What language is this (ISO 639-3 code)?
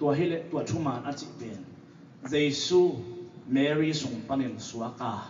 ctd